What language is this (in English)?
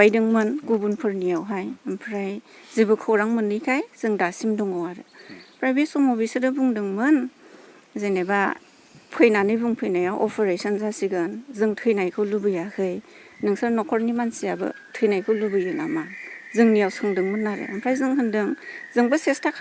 Bodo